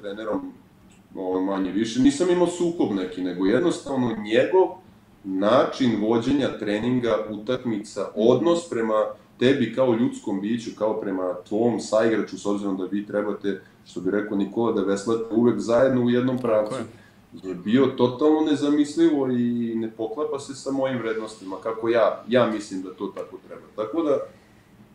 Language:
Serbian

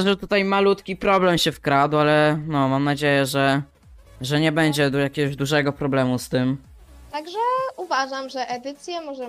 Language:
Polish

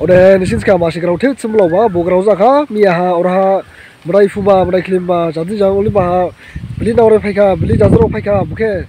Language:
Dimasa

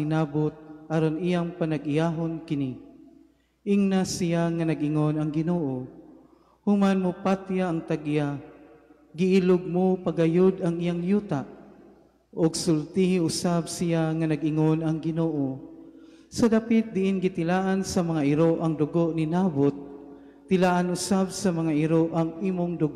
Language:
Cebuano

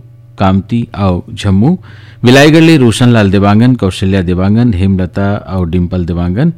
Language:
Chhattisgarhi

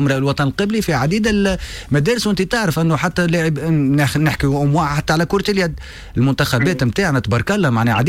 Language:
Tunisian Arabic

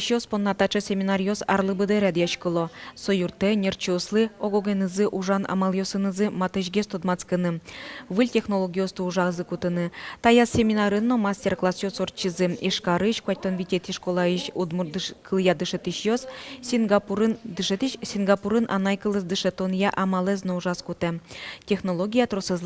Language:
Udmurt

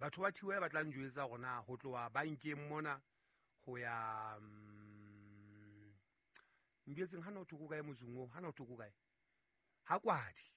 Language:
Southern Sotho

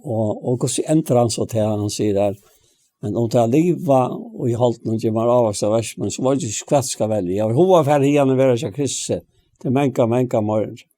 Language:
Faroese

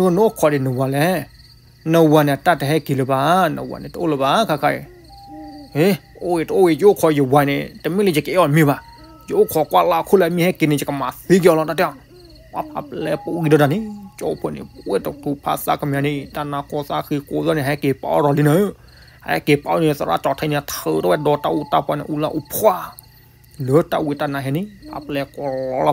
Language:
S'gaw Karen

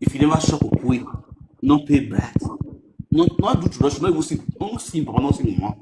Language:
Nigerian Pidgin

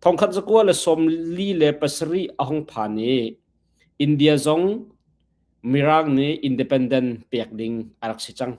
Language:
Hakha Chin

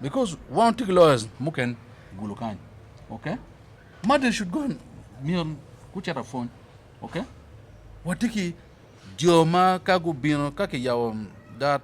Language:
Acoli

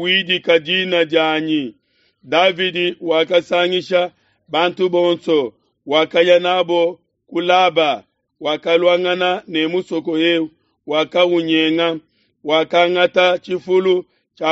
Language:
Luba-Lulua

